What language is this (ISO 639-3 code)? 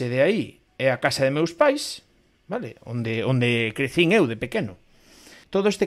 glg